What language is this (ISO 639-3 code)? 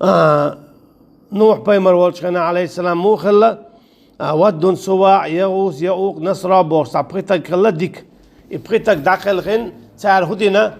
che